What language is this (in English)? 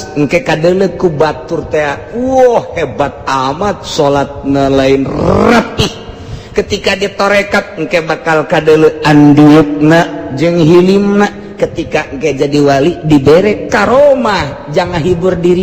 Sundanese